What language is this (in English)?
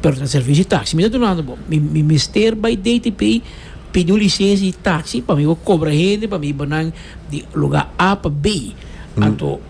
Papiamento